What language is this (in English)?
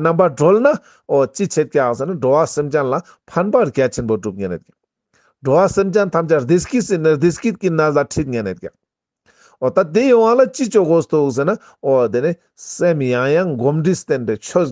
Ladakhi